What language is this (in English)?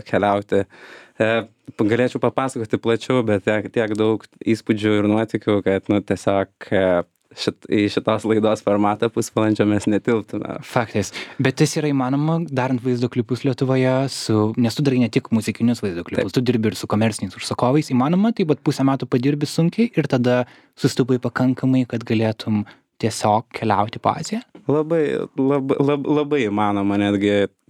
Lithuanian